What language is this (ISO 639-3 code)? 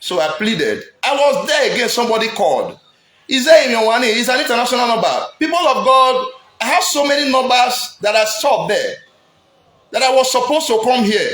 pcm